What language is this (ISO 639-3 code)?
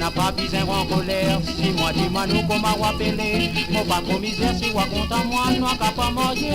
mfe